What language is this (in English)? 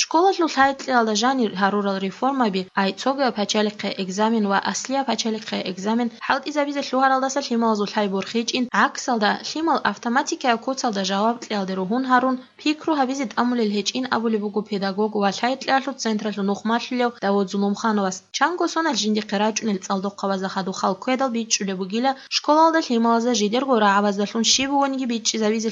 Avaric